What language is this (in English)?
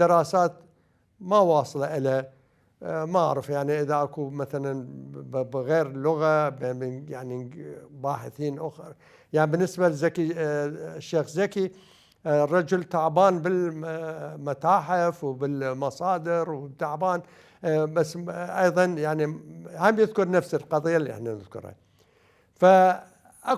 Mesopotamian Arabic